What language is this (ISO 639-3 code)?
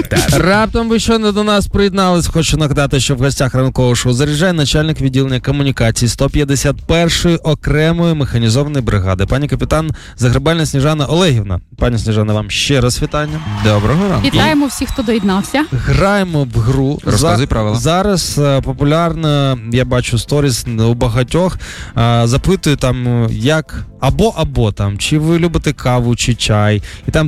ukr